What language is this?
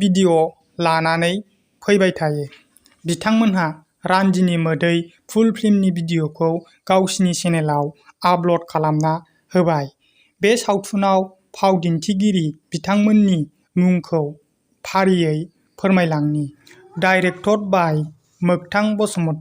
Bodo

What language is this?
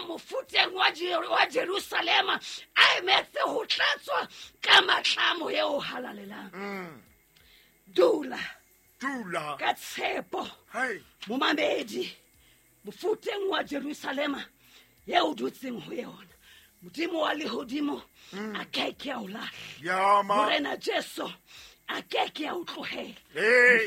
Southern Sotho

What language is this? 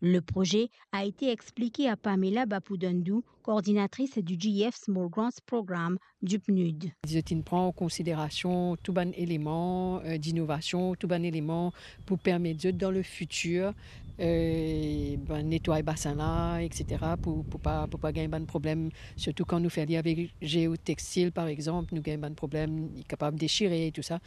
Morisyen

